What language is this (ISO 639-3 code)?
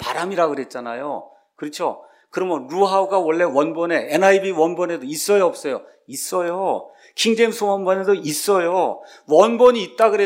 kor